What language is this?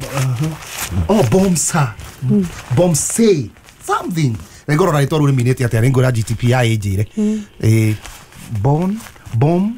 Kikuyu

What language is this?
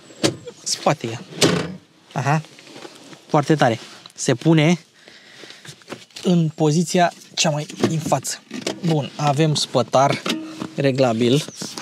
Romanian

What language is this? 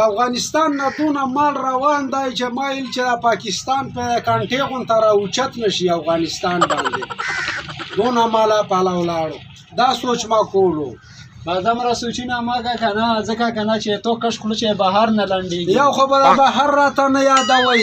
Pashto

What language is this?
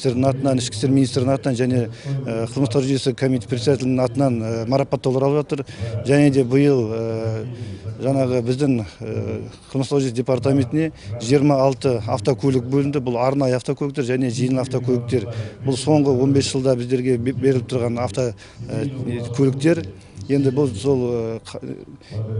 Kazakh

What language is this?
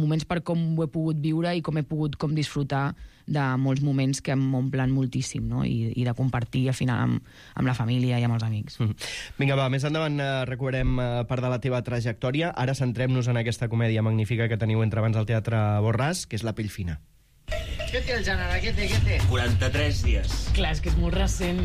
Catalan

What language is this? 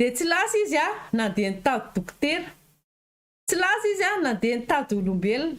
Malagasy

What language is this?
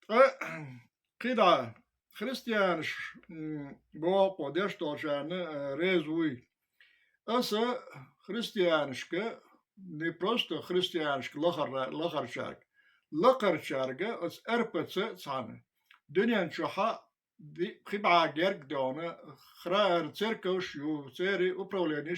Chechen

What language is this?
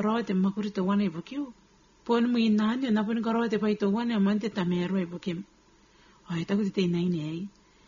Gilbertese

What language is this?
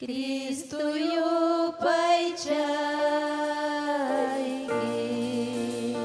Ayacucho Quechua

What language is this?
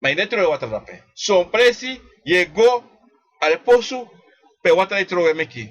Sranan Tongo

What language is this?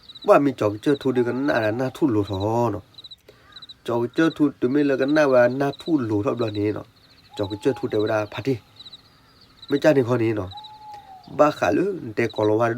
S'gaw Karen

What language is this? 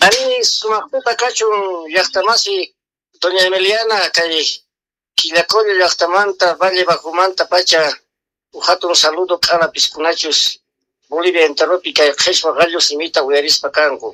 South Bolivian Quechua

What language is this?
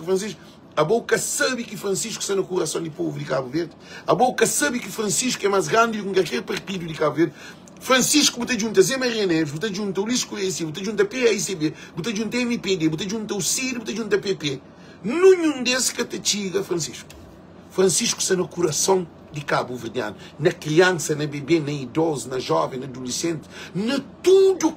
Kabuverdianu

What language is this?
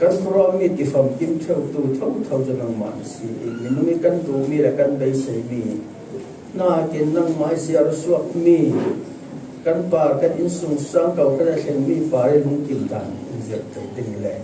Falam Chin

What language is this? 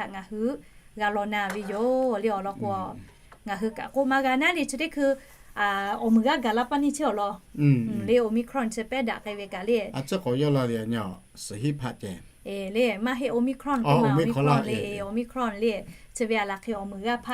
Lahu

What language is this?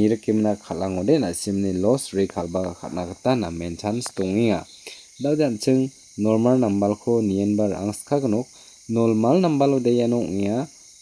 Garo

